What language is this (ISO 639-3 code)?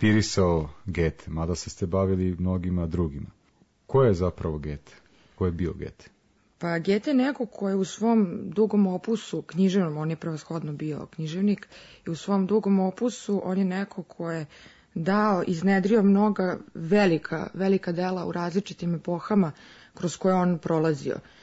srp